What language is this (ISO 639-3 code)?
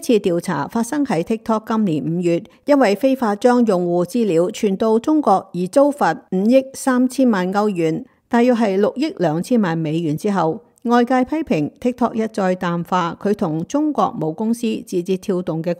yue